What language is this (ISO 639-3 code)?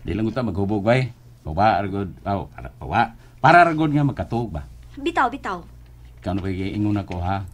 ceb